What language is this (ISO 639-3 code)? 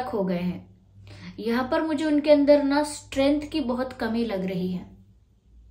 hin